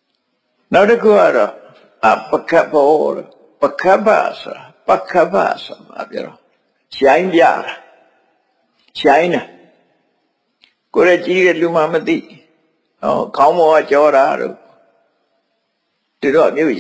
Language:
Burmese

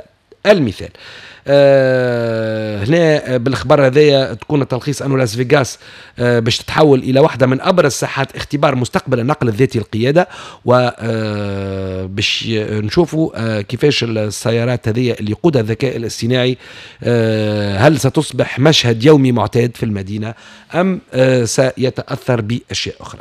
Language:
Tunisian Arabic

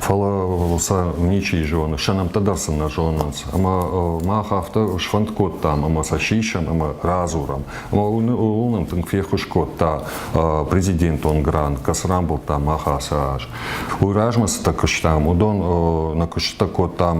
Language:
Ossetic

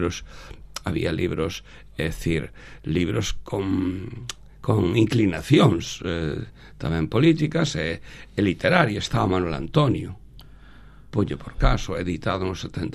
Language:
Galician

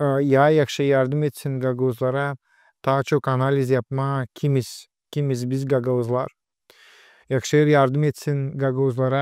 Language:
Gagauz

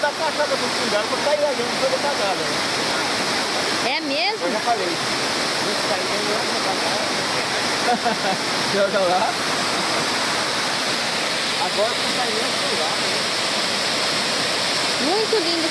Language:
Portuguese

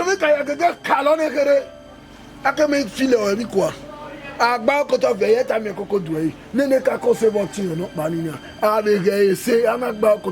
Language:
Bini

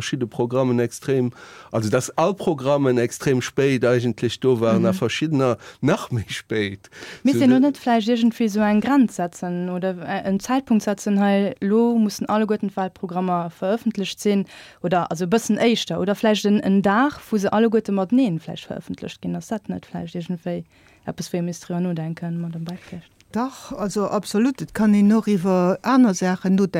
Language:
Luxembourgish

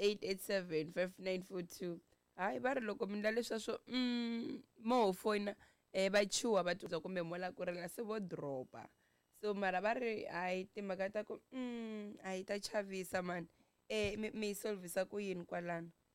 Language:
Tsonga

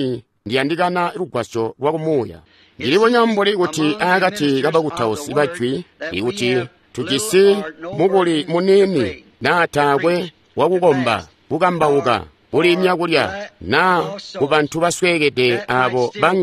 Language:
Tonga (Zambia)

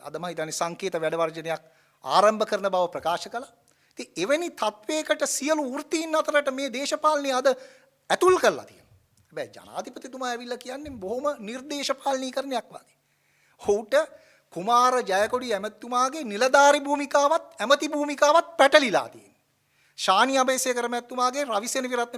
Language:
Sinhala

